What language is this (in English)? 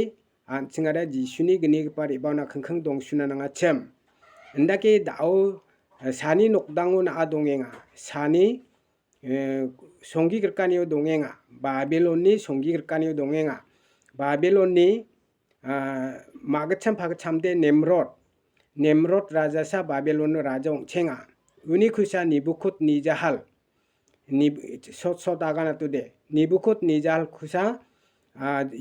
Garo